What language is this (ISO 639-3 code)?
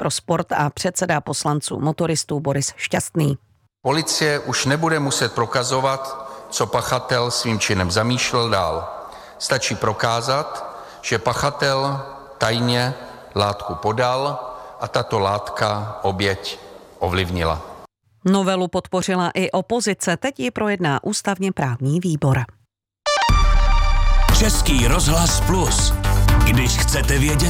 ces